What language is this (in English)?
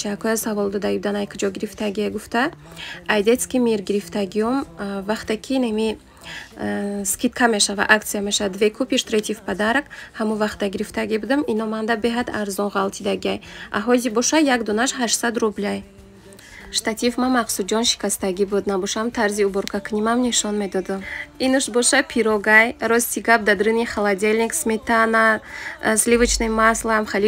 Tajik